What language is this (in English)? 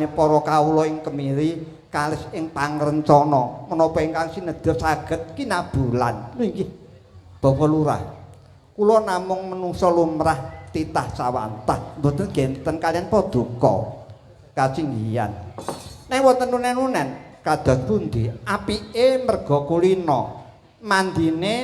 Javanese